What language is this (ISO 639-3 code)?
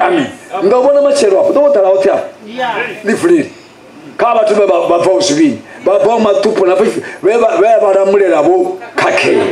ven